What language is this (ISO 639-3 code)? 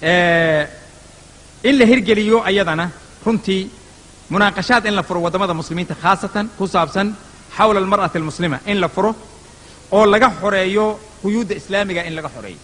som